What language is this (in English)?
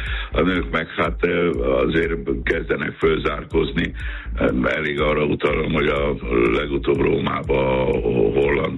Hungarian